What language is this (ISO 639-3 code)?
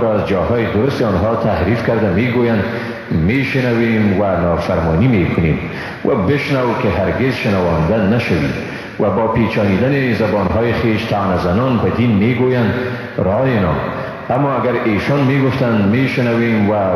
fas